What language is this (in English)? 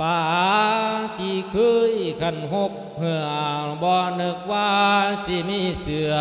Lao